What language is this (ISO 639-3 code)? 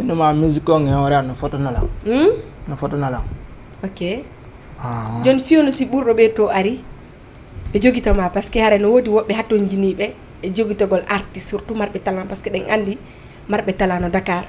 ful